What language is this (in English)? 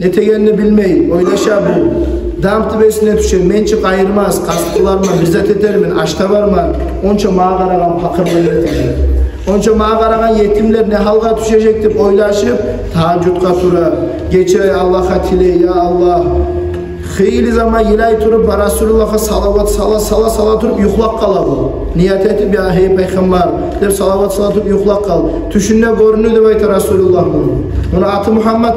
Kumyk